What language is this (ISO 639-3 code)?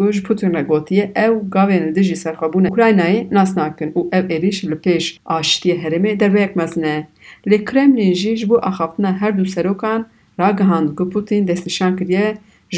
kur